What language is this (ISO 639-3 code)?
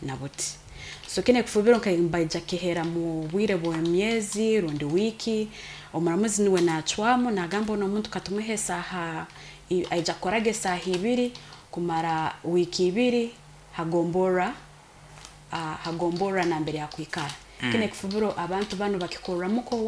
nyo